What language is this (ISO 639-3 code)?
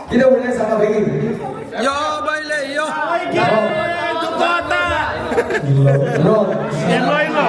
kok